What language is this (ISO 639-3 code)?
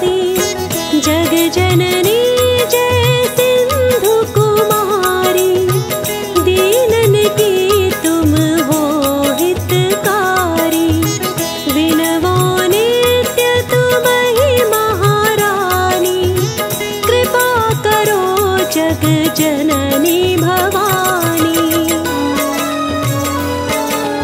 hin